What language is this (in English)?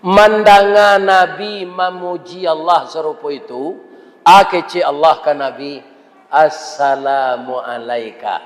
Minangkabau